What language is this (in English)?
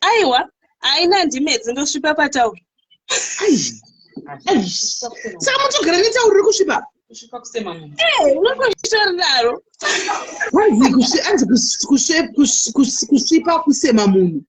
Shona